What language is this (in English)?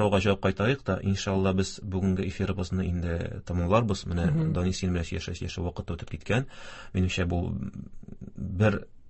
Tatar